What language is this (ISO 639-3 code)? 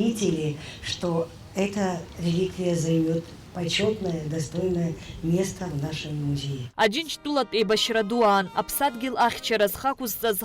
abk